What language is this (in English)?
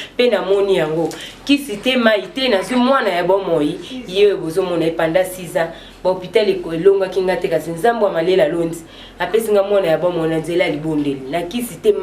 Lingala